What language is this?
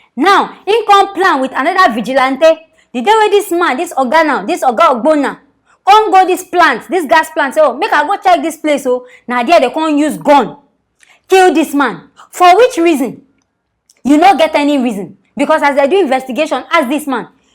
Nigerian Pidgin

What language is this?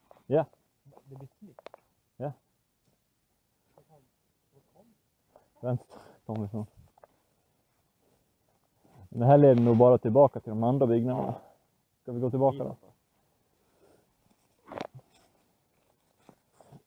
Swedish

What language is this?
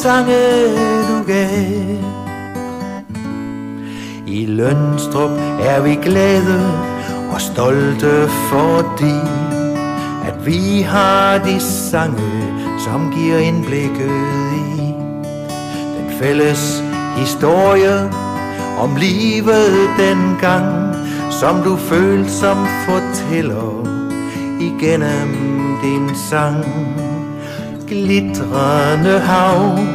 Danish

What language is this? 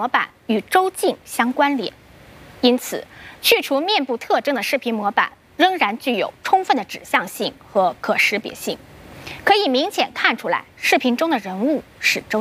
Chinese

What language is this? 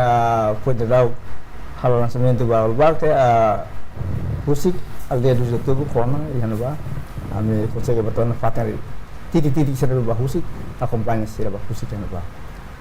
Tetum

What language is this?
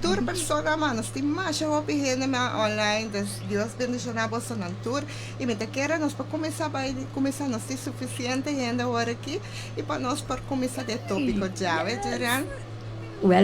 Papiamento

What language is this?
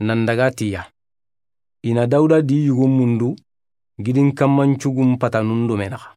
Soninke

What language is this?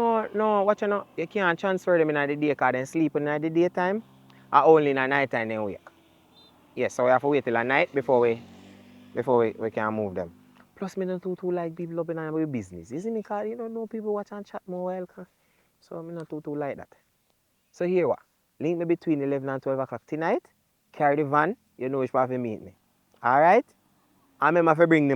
Jamaican Creole English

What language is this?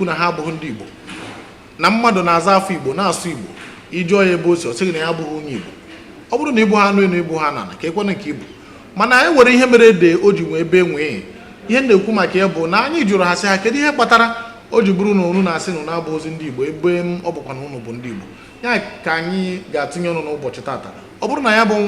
Igbo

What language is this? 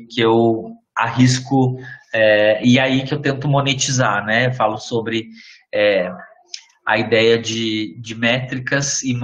Portuguese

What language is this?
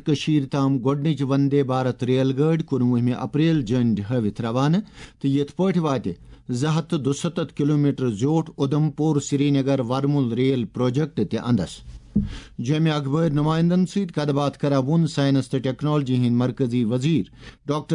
Kashmiri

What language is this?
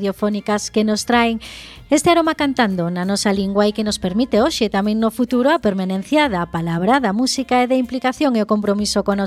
Galician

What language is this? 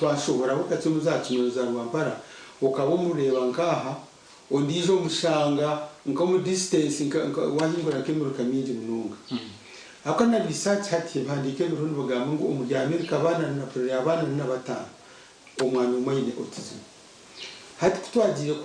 Nyankole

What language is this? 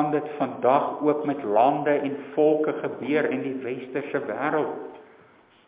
Afrikaans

